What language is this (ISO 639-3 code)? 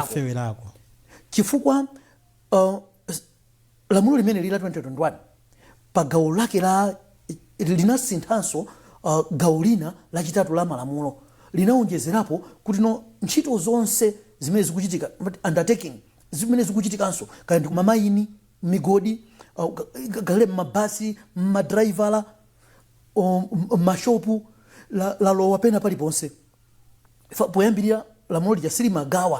nya